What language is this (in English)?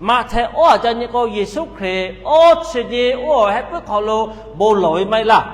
Lahu